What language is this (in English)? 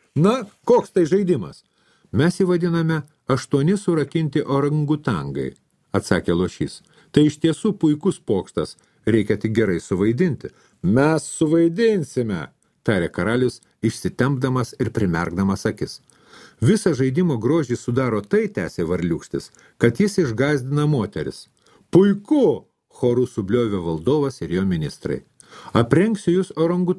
Lithuanian